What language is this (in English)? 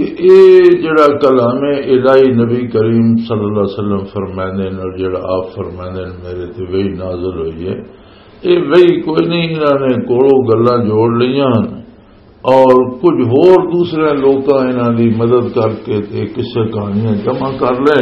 Western Panjabi